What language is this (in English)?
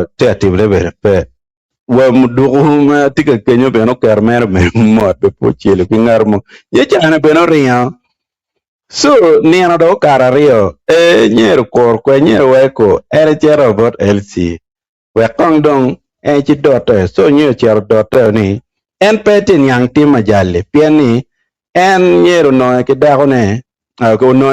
Acoli